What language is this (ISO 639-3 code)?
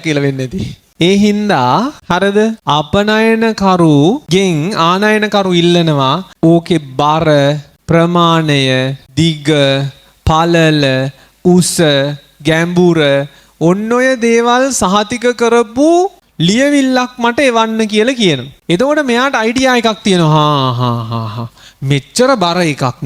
sin